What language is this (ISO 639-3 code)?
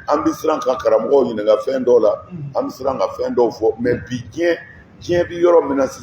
bam